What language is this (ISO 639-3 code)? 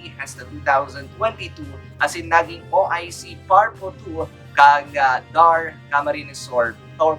bik